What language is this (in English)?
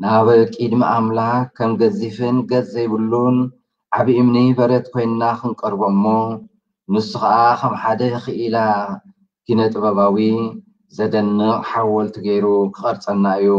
Tigrinya